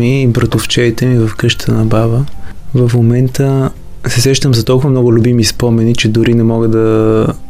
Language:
Bulgarian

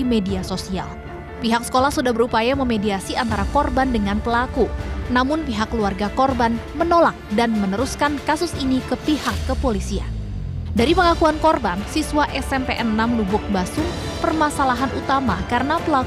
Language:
Indonesian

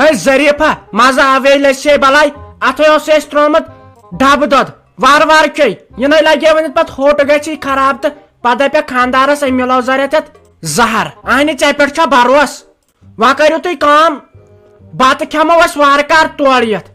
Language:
Kashmiri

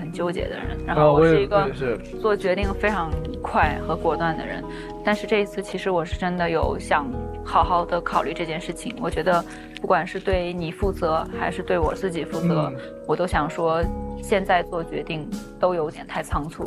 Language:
Chinese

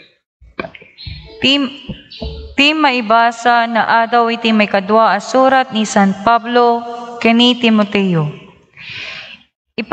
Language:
Iloko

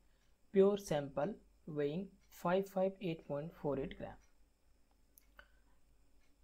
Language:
Hindi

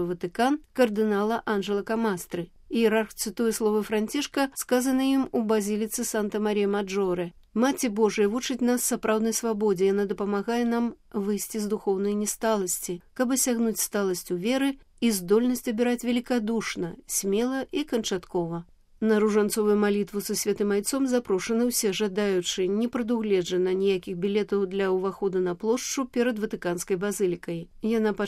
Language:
Belarusian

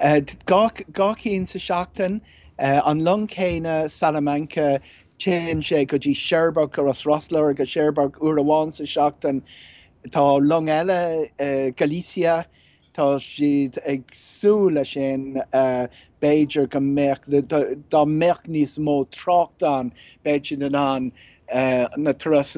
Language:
Irish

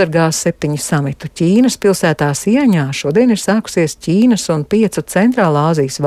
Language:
Latvian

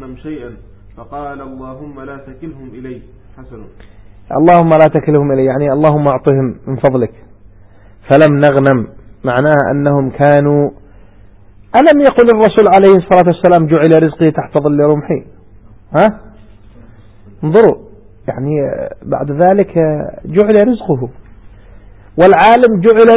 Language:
Arabic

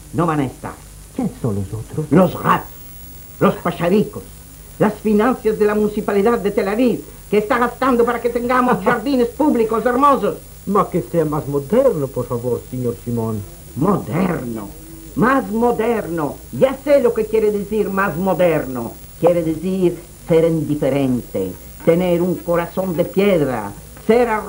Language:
Ladino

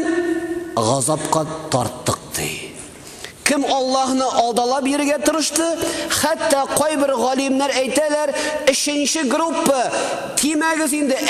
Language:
Tatar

